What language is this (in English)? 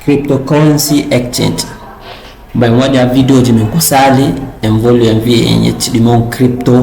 Fula